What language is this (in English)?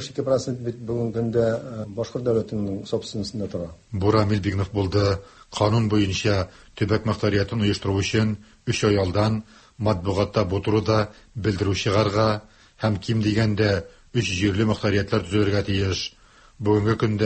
Tatar